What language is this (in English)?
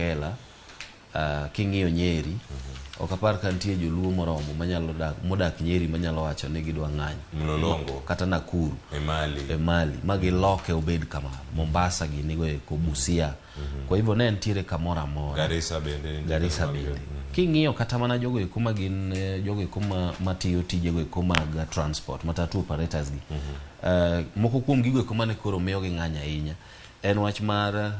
Luo (Kenya and Tanzania)